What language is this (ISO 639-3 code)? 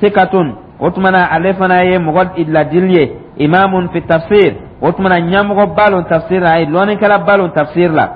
dyu